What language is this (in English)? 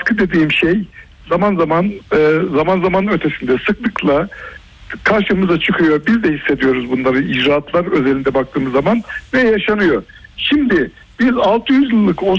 Turkish